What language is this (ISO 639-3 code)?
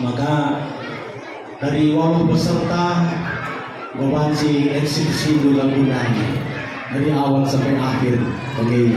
btx